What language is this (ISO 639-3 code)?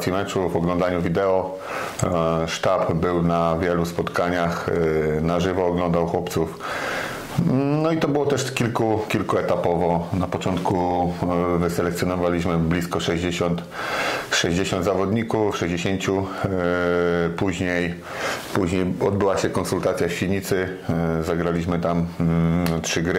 pol